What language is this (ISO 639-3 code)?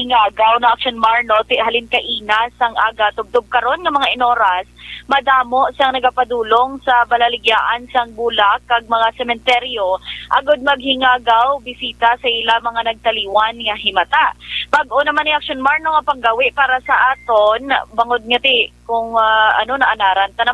hil